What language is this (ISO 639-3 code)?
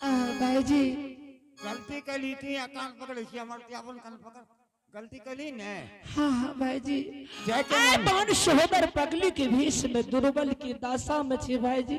anp